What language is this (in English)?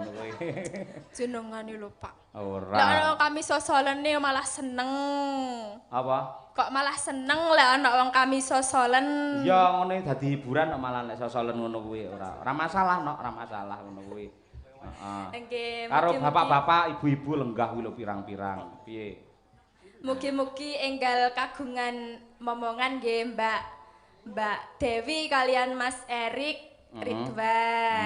Javanese